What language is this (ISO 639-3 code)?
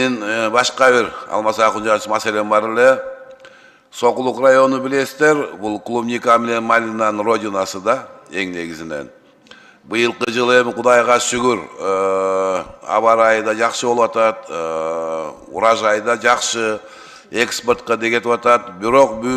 kir